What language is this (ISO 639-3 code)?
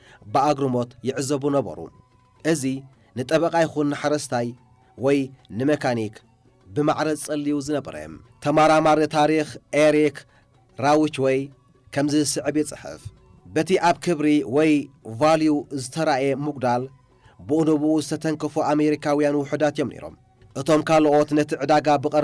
tir